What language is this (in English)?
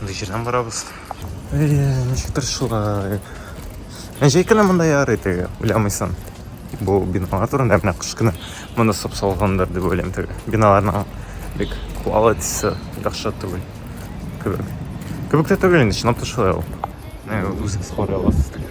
Tatar